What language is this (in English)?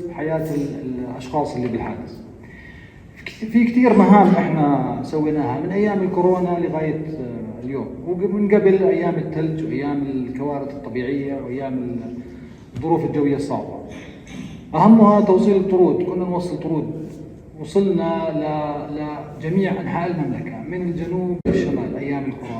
North Levantine Arabic